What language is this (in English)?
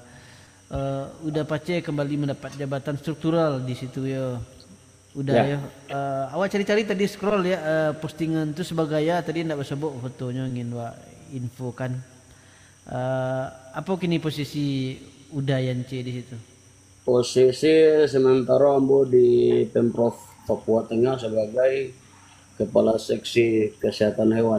Minangkabau